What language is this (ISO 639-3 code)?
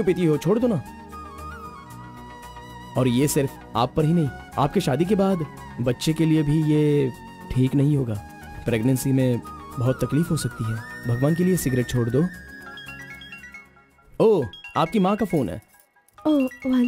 hin